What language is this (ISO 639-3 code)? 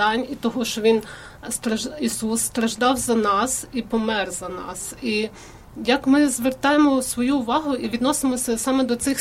ukr